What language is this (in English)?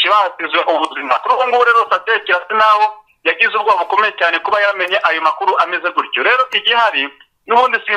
Kinyarwanda